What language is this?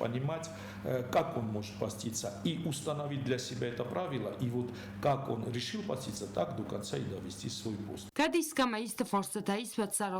Ossetic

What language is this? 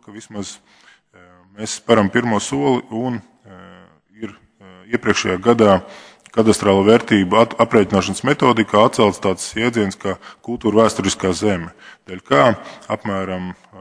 Latvian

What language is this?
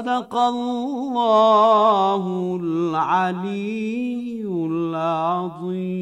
Bosnian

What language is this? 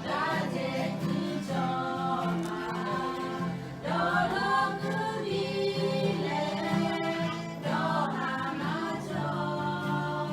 Lahu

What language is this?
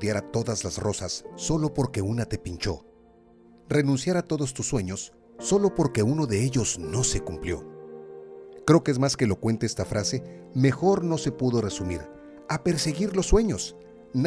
Spanish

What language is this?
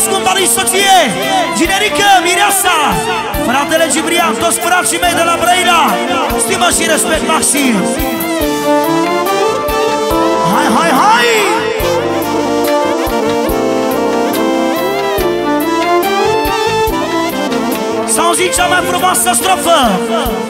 Romanian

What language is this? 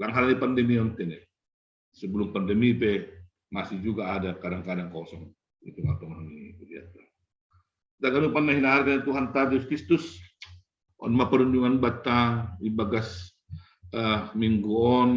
Batak Simalungun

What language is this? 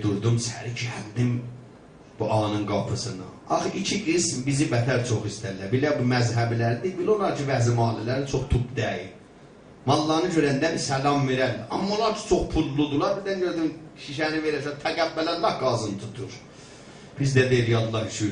South Azerbaijani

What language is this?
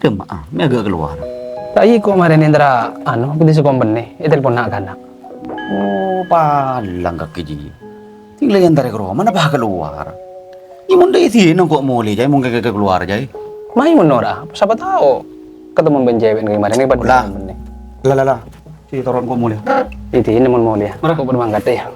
Madurese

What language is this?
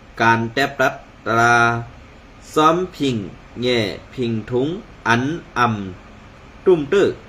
Shan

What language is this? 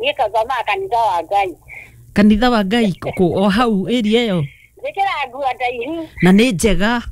Kikuyu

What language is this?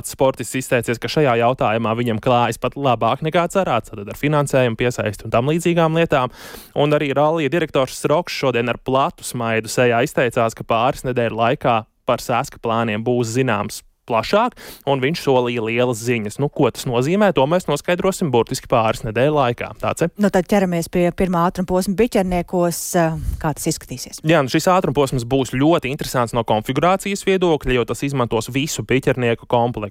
Latvian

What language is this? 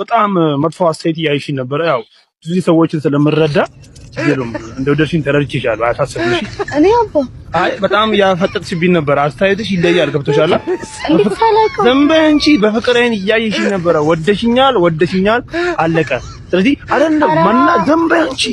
Amharic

